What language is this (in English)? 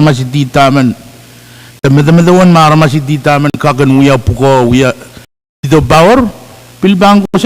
Pohnpeian